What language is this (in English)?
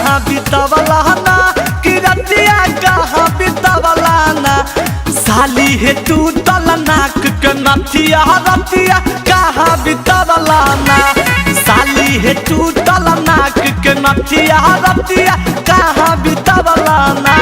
Magahi